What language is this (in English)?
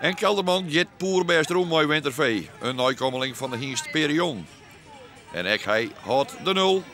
Western Frisian